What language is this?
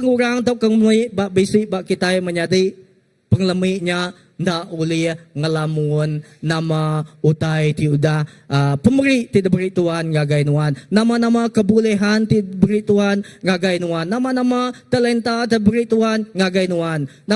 Iban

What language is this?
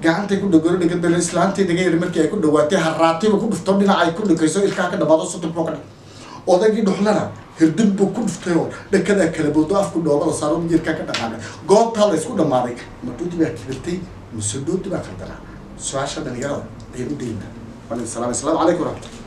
Somali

